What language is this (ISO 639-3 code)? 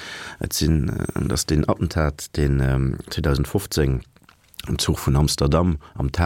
ltz